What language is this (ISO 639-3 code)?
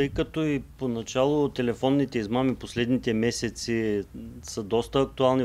bul